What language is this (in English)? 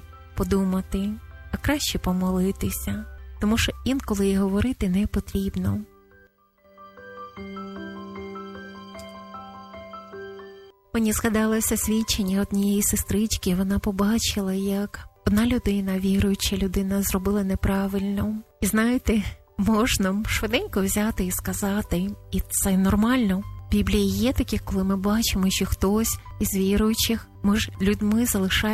Ukrainian